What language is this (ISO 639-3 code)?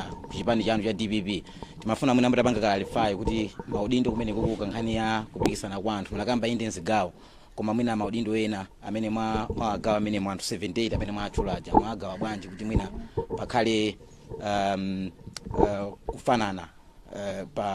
nya